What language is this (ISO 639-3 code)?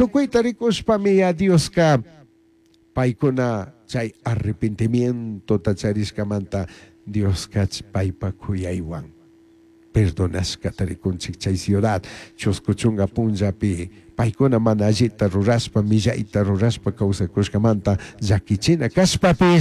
qug